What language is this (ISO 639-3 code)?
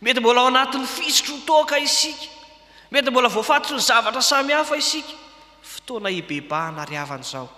mlg